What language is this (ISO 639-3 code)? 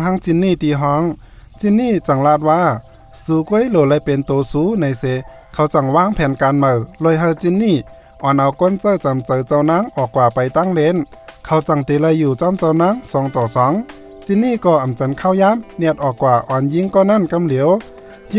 shn